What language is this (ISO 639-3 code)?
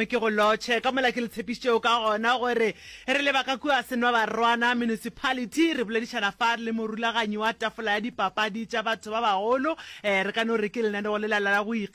nso